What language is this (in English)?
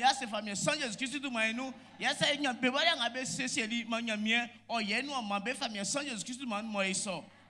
Baoulé